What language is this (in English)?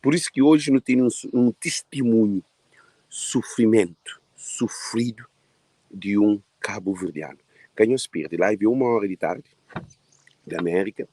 Kabuverdianu